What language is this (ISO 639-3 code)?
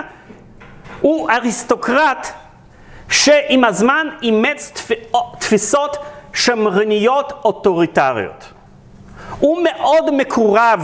heb